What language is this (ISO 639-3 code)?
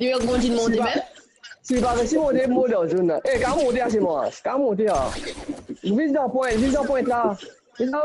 mfe